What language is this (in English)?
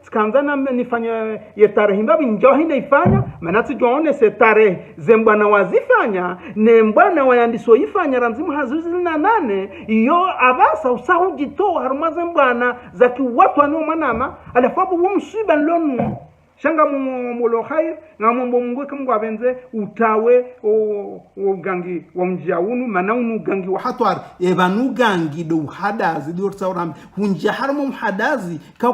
Ngazidja Comorian